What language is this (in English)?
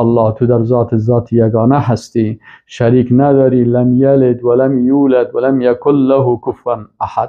Persian